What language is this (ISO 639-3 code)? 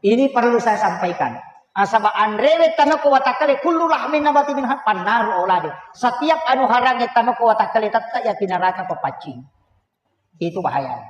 bug